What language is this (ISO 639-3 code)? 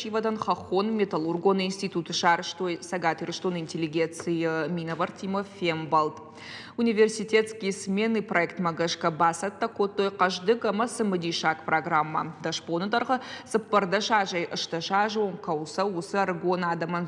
oss